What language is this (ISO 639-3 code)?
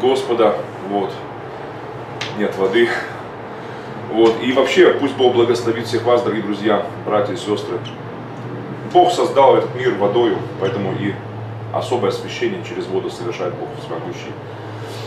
rus